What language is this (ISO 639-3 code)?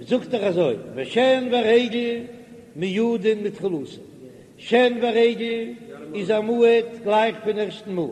yid